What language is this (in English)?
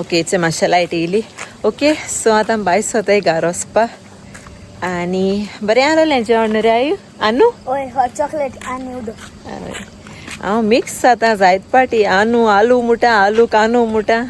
Konkani